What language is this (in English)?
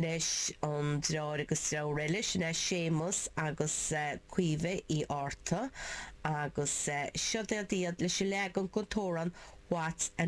Irish